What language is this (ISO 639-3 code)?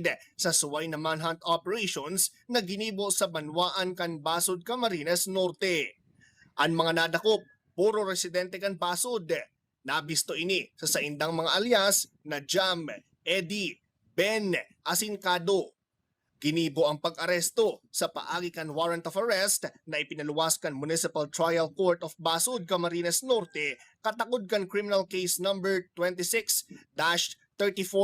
bik